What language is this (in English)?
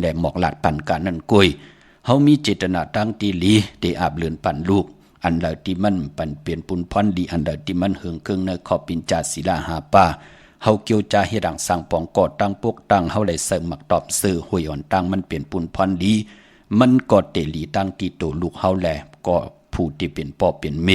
Shan